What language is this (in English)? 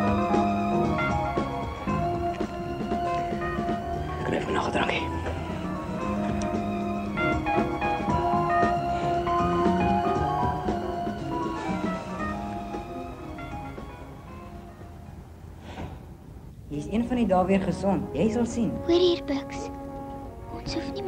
Afrikaans